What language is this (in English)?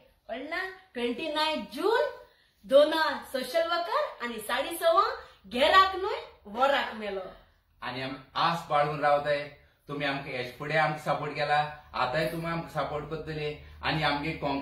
Konkani